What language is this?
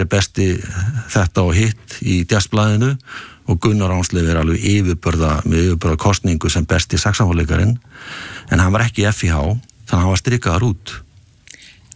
Icelandic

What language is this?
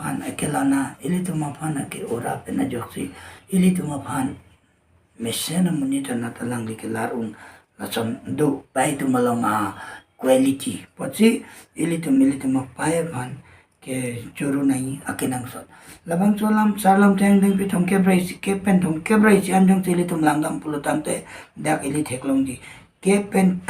Karbi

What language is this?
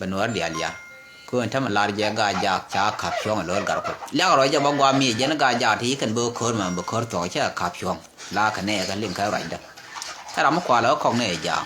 Nuer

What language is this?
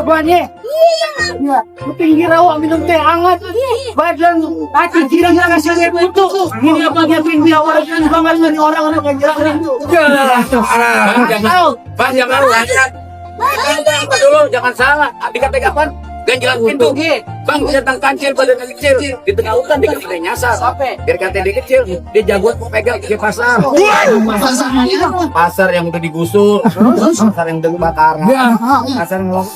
Betawi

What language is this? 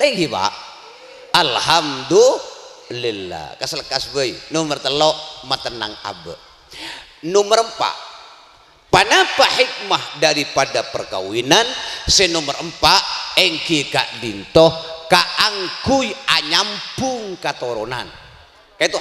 Madurese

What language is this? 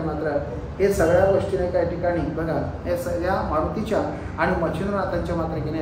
Marathi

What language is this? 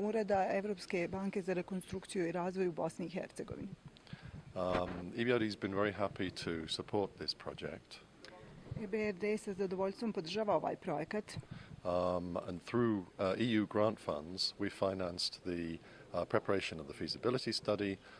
Bosnian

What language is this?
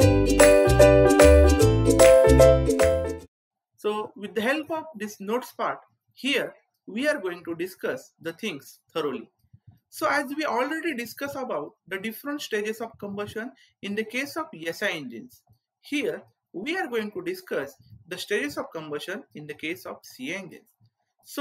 English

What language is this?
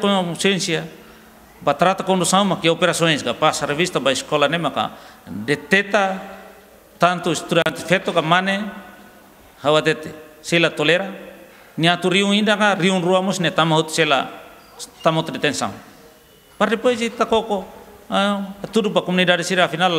Tetum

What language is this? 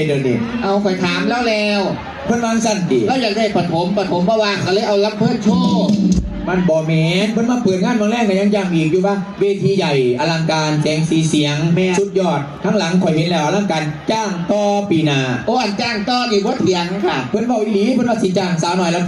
Northeastern Thai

